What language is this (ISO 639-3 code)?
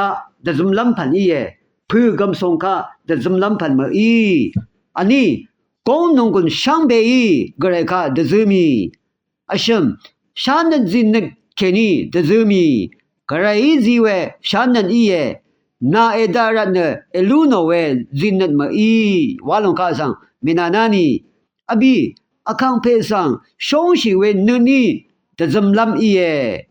raw